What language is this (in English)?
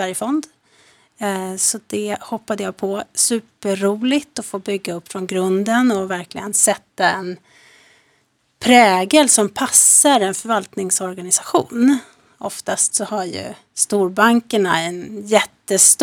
Swedish